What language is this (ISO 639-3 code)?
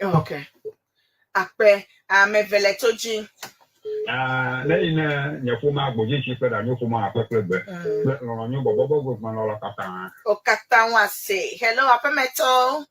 ewe